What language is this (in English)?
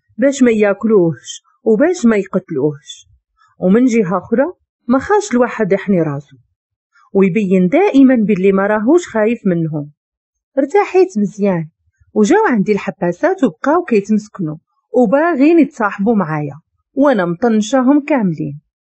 Moroccan Arabic